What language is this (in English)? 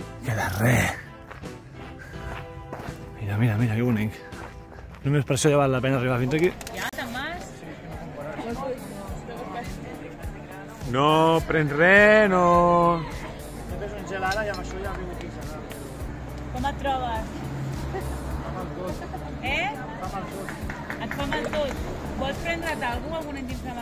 Catalan